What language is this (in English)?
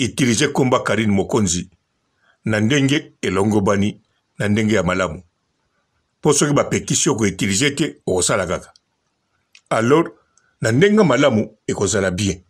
Lingala